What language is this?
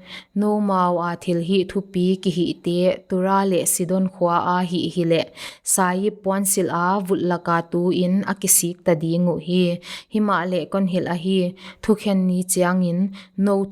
Paite Chin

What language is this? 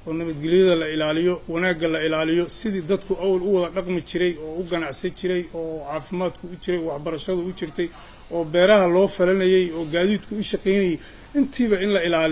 Somali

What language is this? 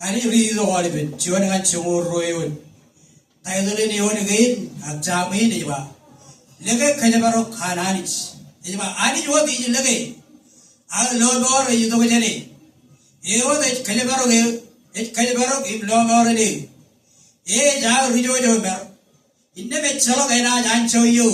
Marshallese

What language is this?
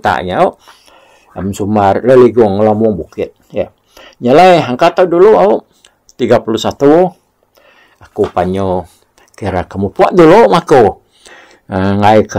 Iban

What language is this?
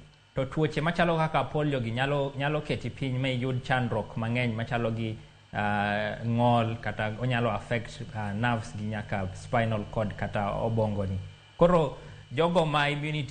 Luo (Kenya and Tanzania)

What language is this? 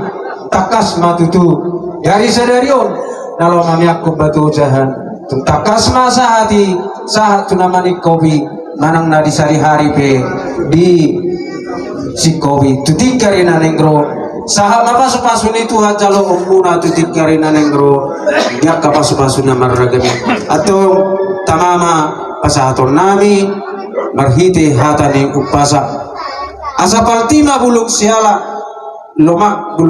Batak Toba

